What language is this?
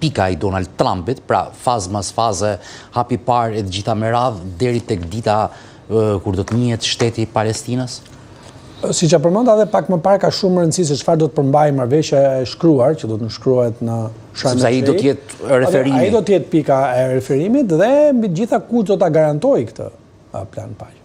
Albanian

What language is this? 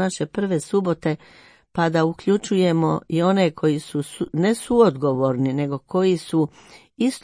Croatian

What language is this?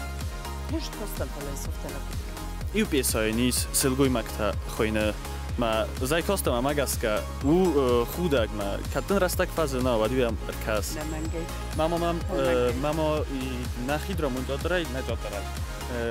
Ossetic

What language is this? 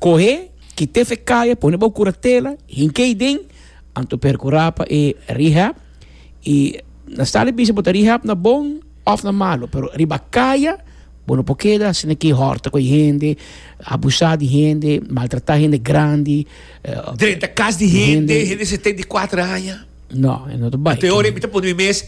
Papiamento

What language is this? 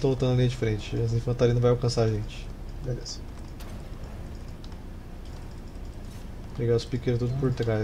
Portuguese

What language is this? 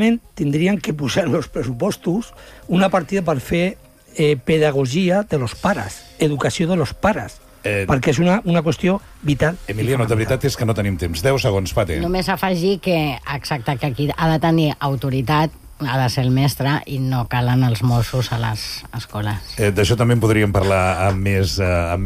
Catalan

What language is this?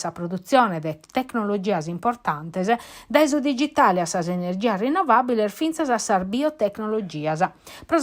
Sardinian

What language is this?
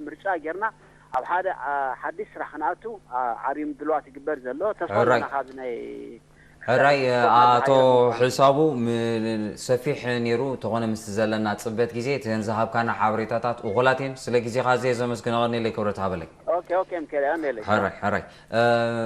Tigrinya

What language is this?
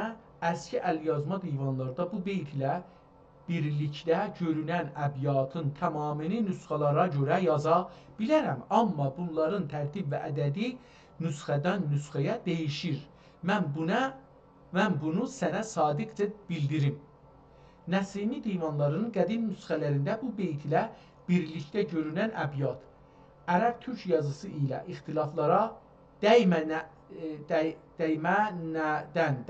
South Azerbaijani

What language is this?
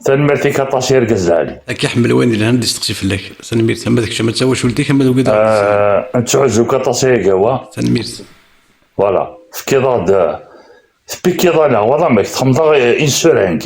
Kabyle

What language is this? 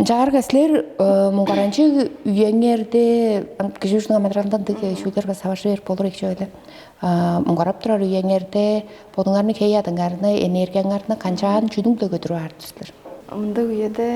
Tuvinian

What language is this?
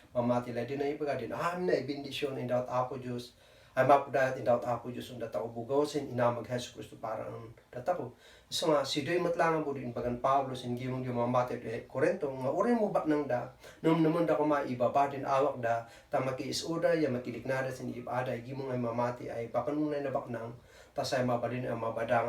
Kankanaey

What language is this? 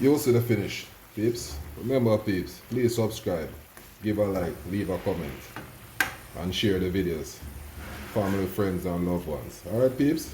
Jamaican Creole English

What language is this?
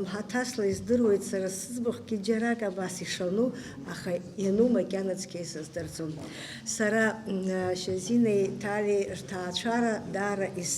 Abkhazian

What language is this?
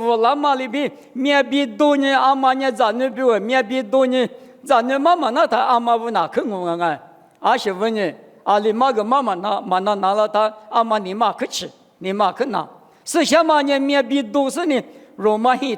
Lisu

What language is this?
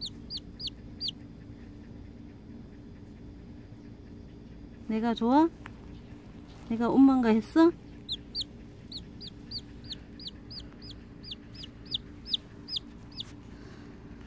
Korean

